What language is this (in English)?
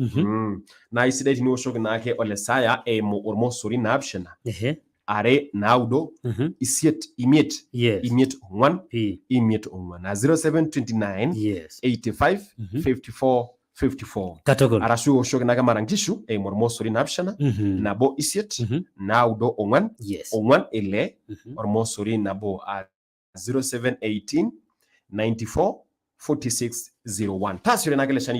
Masai